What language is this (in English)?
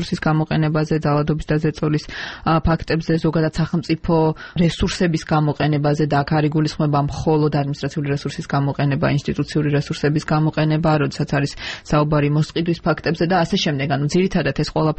Georgian